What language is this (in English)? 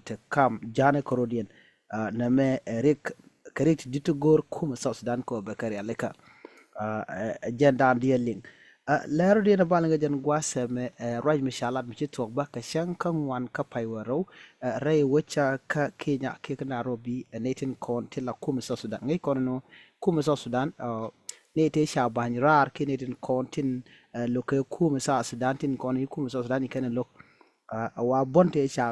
Nuer